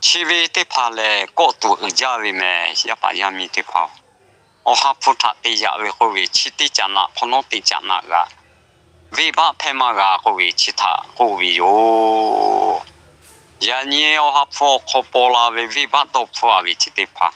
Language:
Lahu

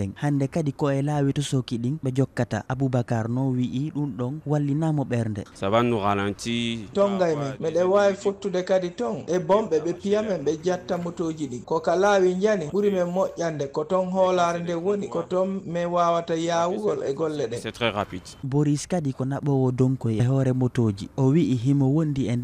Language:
Fula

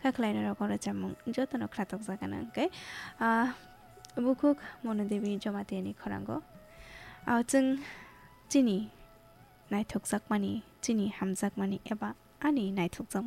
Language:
Kok Borok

